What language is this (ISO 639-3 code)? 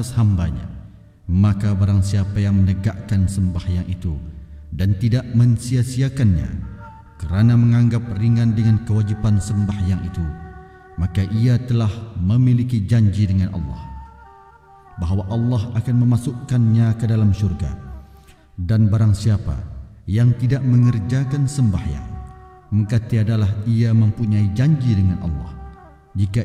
msa